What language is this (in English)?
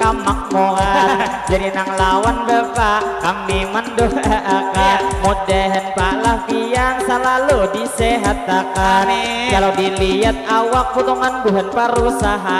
Banjar